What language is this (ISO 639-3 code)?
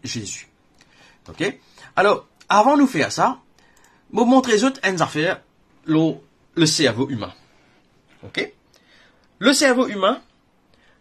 mfe